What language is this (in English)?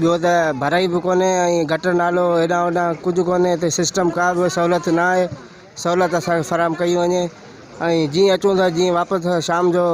Sindhi